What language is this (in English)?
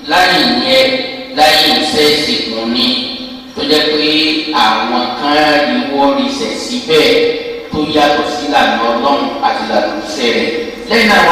Yoruba